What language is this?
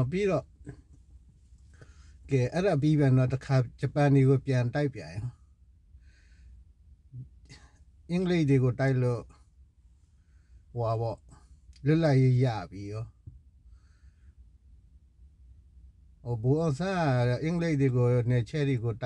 Burmese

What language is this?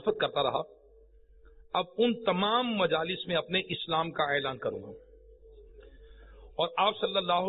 Urdu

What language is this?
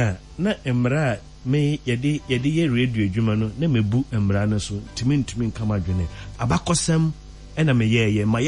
Akan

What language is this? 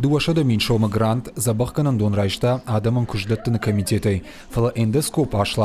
Ossetic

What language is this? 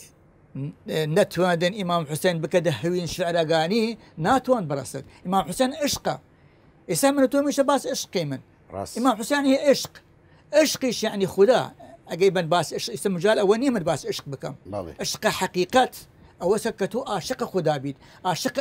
Southern Kurdish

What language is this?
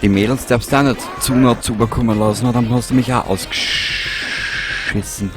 Bavarian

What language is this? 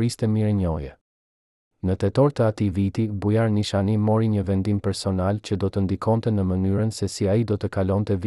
Albanian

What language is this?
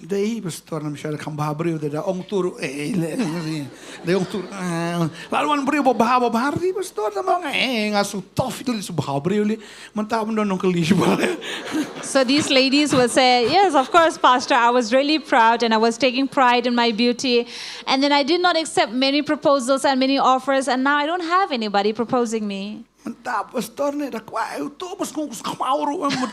Khasi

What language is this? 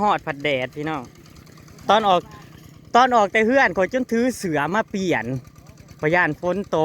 Northeastern Thai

